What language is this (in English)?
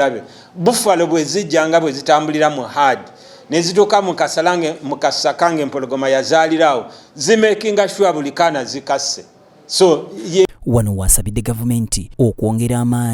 Ganda